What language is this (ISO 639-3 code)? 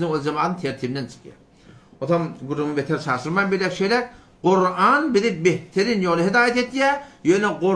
tuk